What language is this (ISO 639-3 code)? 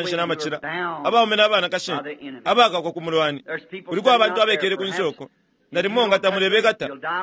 bem